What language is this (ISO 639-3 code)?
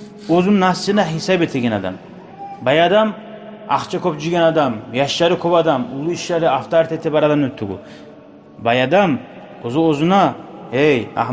kum